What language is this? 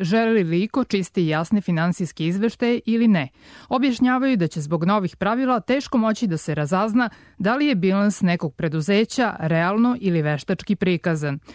Serbian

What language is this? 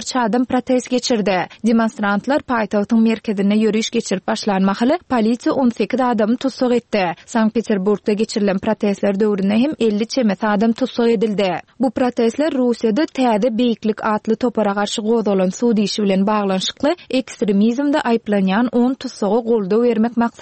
Turkmen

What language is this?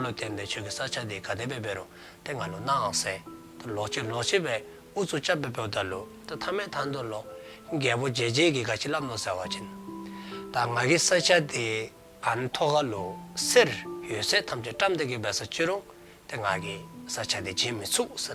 Dzongkha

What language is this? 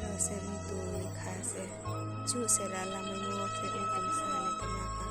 Riang (India)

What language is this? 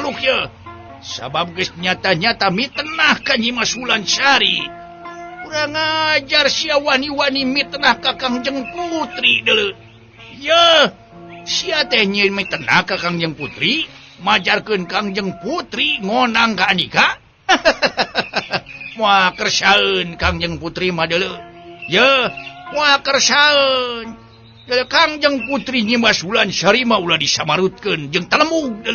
Sundanese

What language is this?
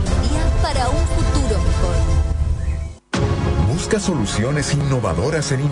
Spanish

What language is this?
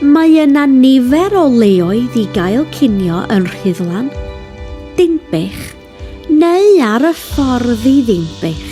Welsh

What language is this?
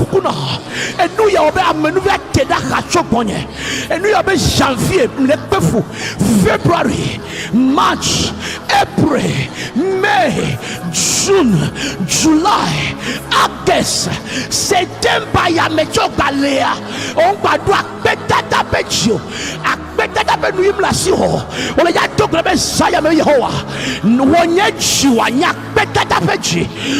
Ewe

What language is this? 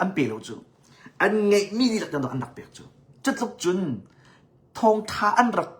Hakha Chin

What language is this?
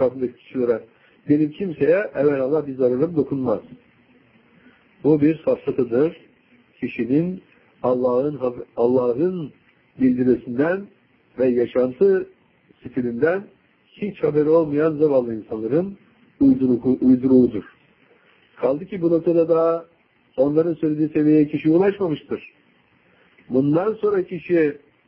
Turkish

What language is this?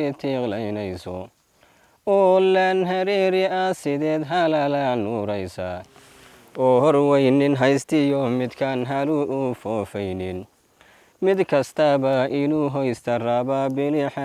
Somali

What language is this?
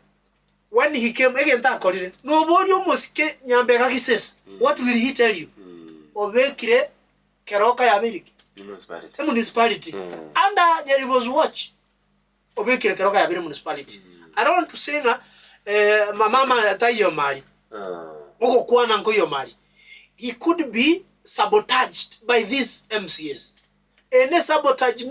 Gusii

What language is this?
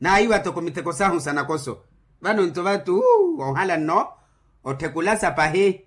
Makhuwa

